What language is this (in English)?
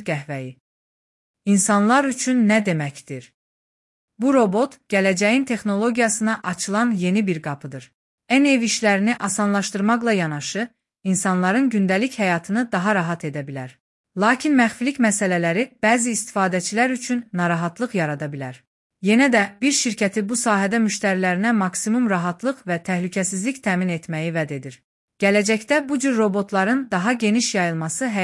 Azerbaijani